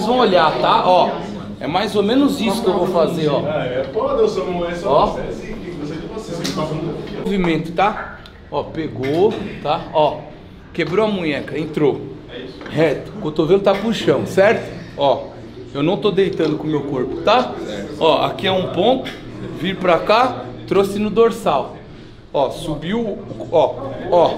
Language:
Portuguese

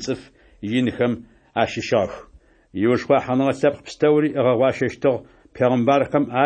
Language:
Adyghe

